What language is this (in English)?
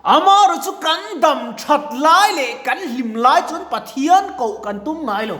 Mizo